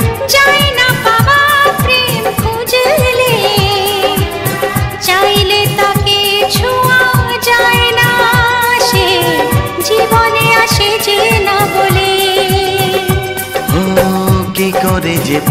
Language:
Bangla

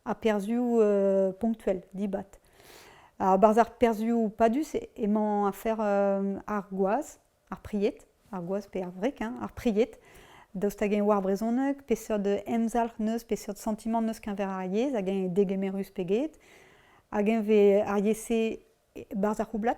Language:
Breton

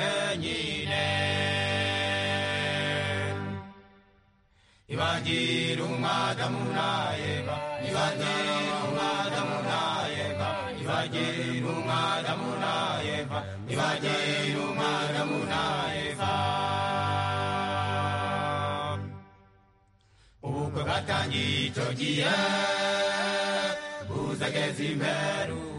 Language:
Kinyarwanda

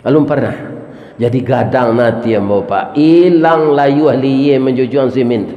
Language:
Minangkabau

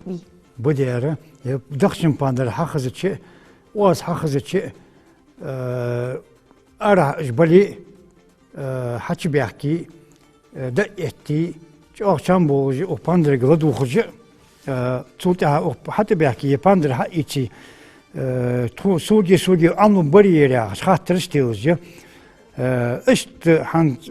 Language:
Ingush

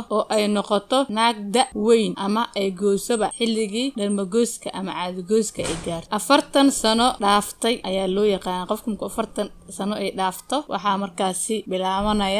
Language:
Somali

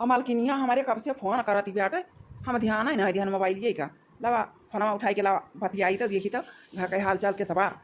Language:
Awadhi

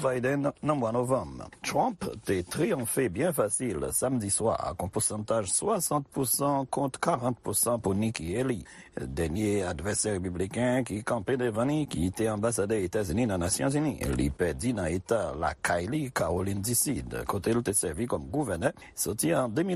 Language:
Haitian Creole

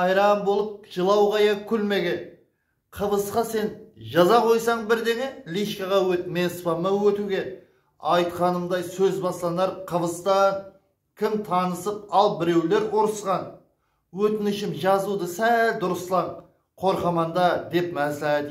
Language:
Kara-Kalpak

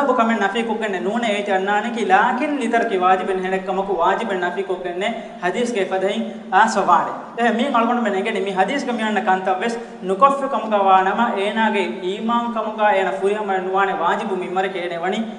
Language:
Divehi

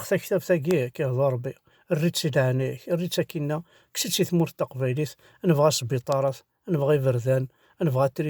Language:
Kabyle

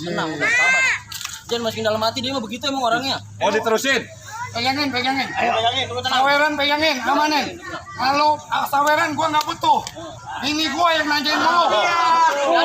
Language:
Betawi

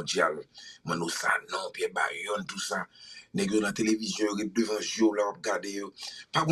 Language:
Haitian Creole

